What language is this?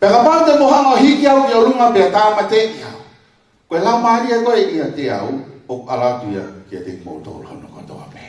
Tongan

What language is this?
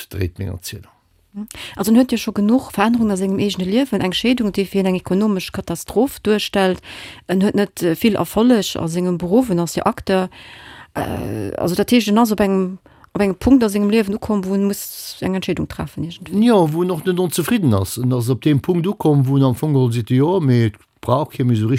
Luxembourgish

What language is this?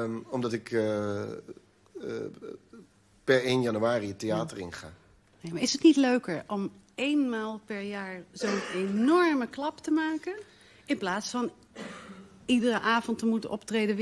Dutch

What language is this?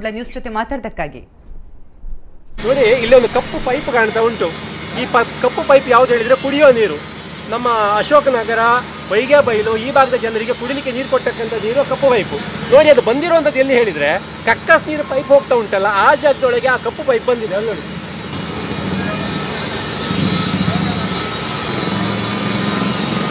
Kannada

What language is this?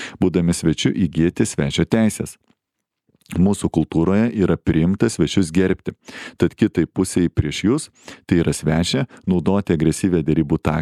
Lithuanian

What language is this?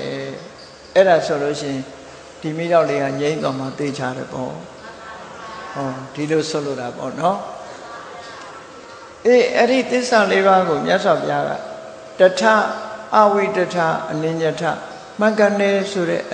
Burmese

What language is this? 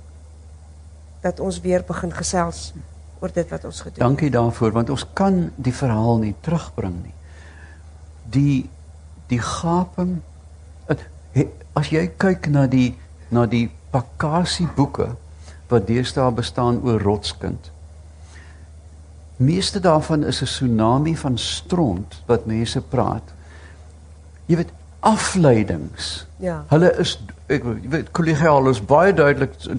Afrikaans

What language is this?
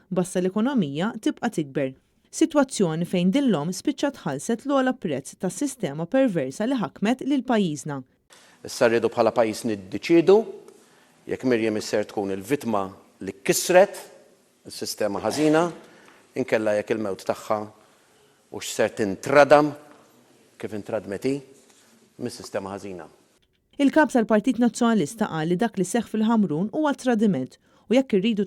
Maltese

